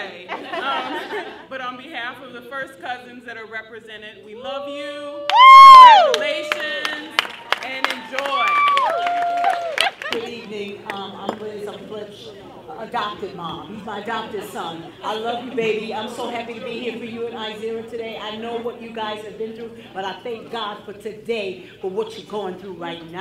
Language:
English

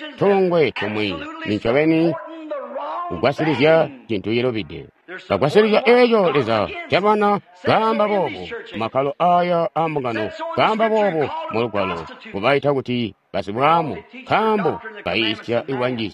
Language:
Tonga (Zambia)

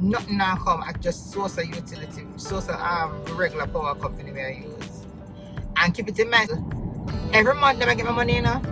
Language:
Jamaican Creole English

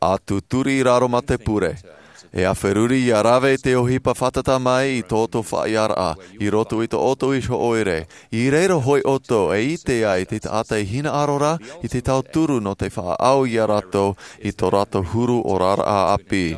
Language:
Tahitian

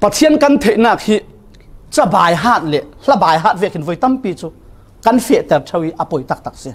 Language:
Falam Chin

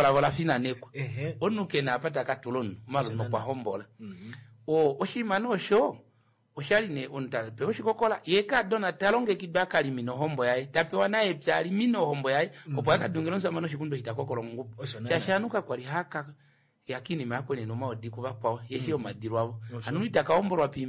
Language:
Kuanyama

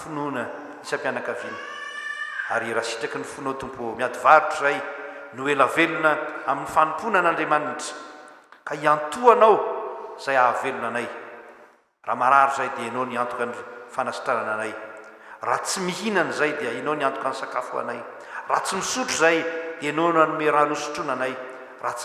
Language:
Malagasy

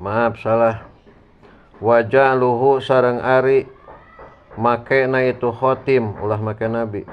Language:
Sundanese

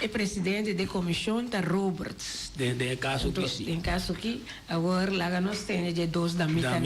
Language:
Papiamento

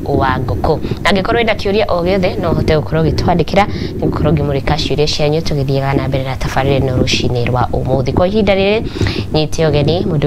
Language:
Kikuyu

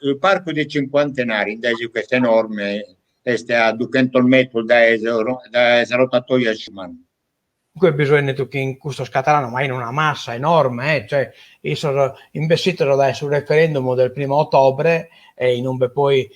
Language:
Sardinian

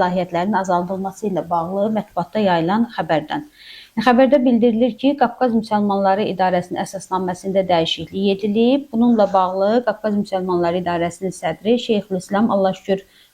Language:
Azerbaijani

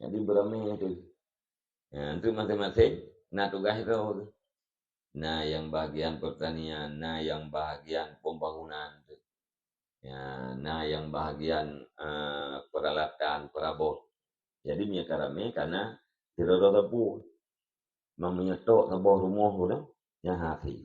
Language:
Achinese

